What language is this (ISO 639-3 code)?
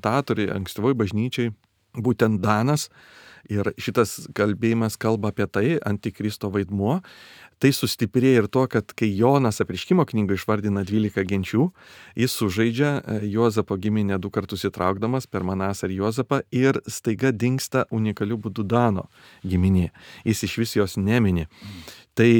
lit